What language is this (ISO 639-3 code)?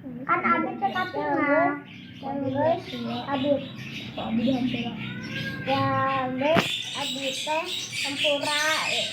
sun